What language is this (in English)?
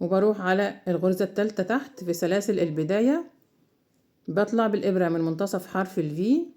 Egyptian Arabic